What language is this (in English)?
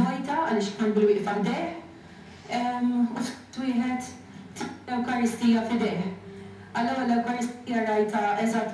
Maltese